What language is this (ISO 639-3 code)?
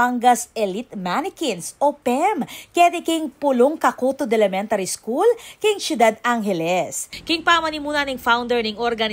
pam